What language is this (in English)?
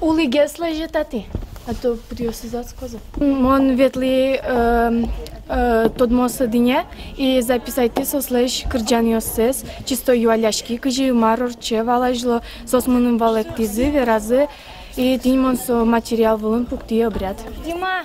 Udmurt